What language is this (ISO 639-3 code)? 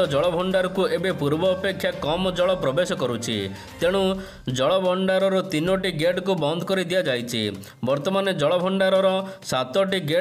ori